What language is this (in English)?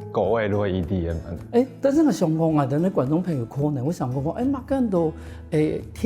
Hakka Chinese